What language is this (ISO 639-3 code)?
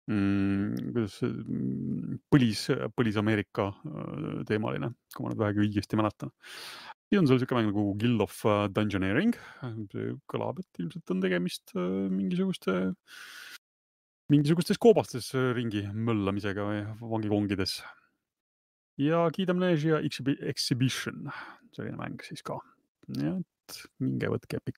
est